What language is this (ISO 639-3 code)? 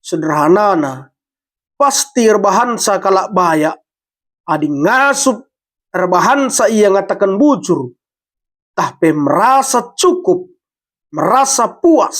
btx